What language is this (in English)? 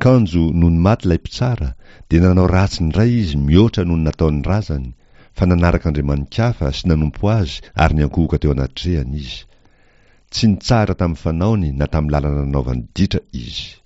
Malagasy